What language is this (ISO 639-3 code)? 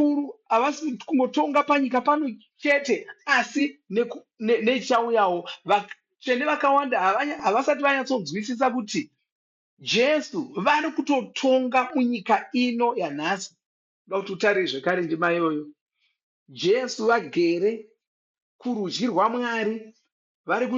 sna